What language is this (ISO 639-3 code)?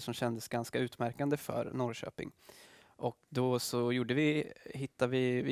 swe